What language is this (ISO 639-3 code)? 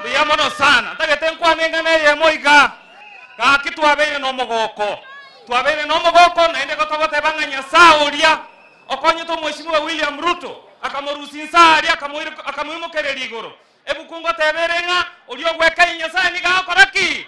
guz